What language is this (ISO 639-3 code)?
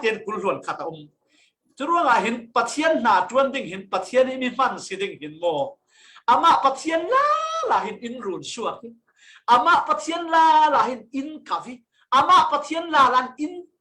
cfm